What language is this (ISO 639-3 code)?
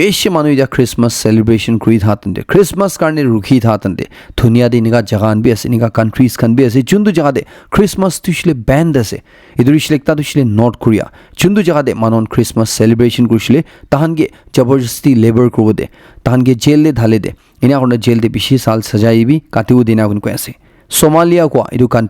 nag